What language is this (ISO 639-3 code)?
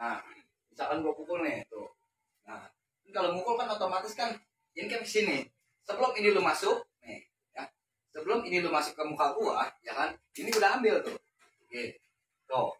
bew